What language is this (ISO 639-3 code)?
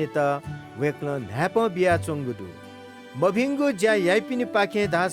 new